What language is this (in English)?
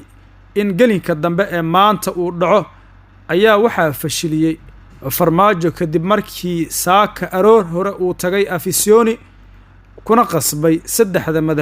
Somali